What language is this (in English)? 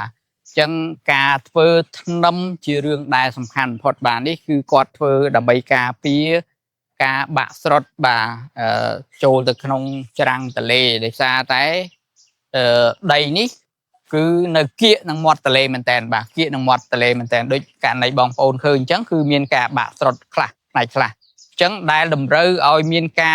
Khmer